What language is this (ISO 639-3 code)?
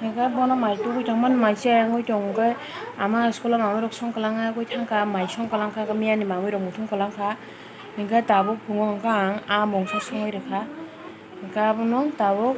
trp